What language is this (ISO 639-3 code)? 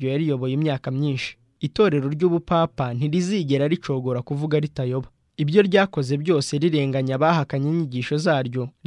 kin